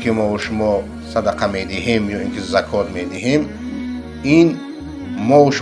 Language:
Persian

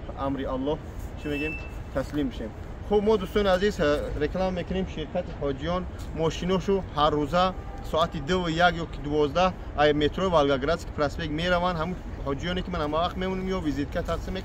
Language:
Tajik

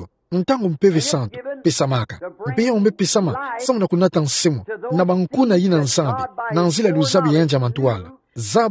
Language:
Kituba (Democratic Republic of Congo)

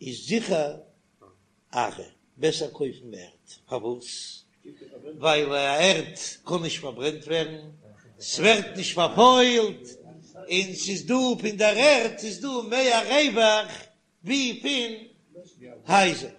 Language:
Yiddish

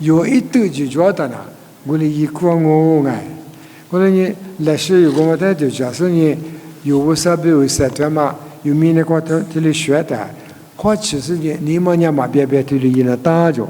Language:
Lisu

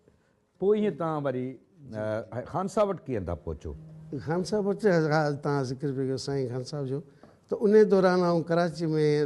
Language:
Sindhi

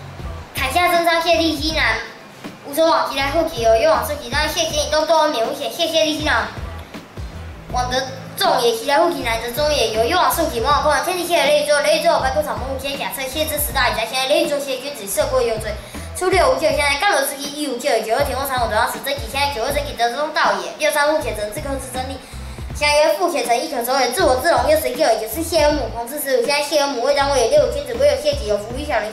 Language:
Literary Chinese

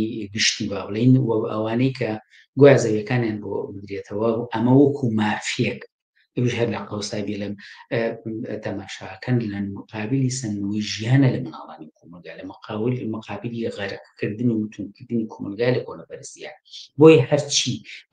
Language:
Central Kurdish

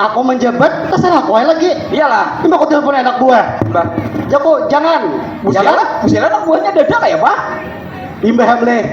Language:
Banjar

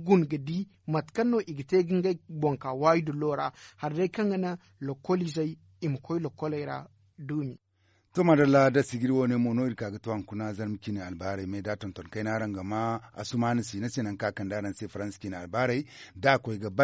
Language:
Zarma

